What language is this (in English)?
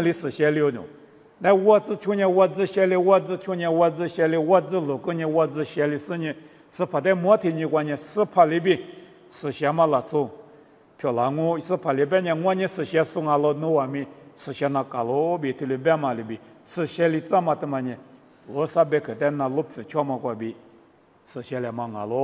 Lisu